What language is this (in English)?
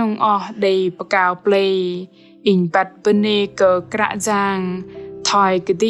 Bahnar